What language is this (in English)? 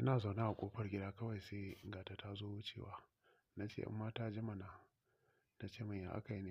Hausa